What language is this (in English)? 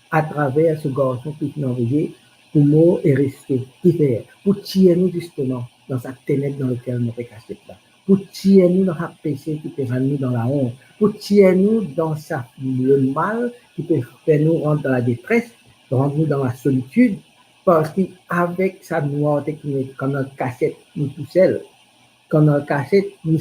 Morisyen